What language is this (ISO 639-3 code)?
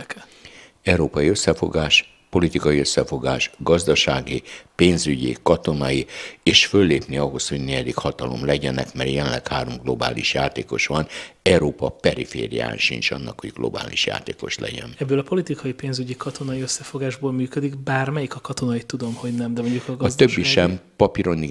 hun